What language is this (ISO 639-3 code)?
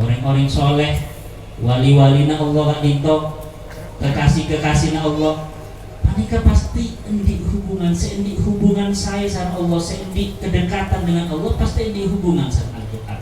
mad